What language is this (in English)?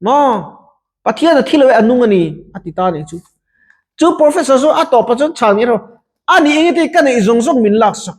Mizo